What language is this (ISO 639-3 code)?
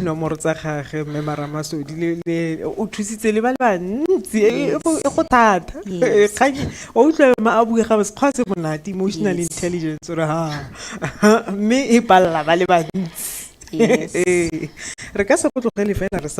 tsn